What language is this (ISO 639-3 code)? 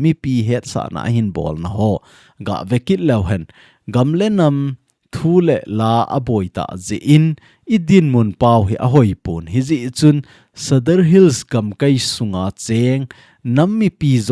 tcz